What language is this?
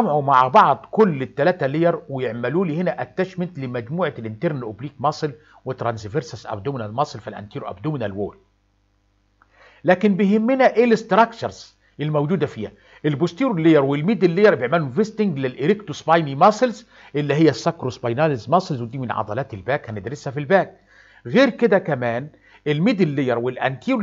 Egyptian Arabic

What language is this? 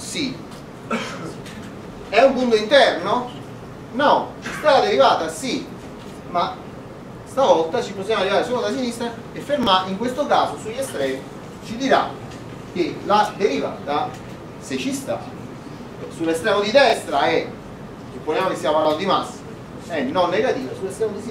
Italian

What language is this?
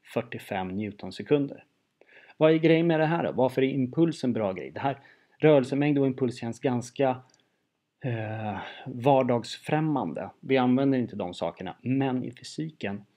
Swedish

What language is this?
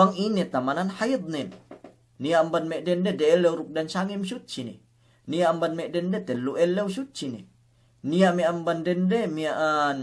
Yakan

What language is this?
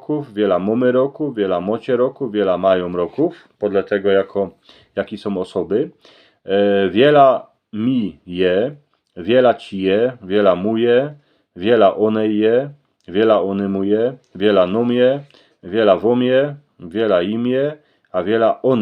Silesian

